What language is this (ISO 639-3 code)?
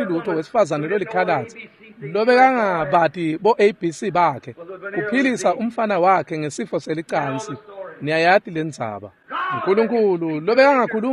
ssw